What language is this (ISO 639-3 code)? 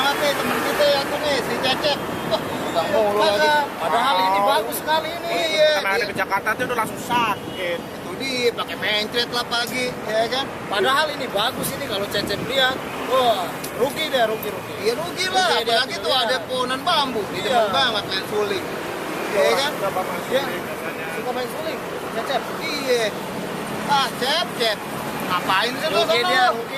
bew